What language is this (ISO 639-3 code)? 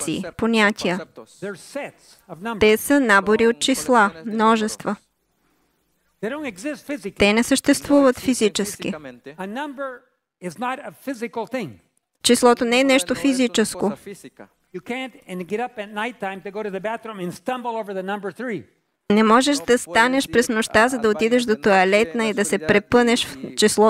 bul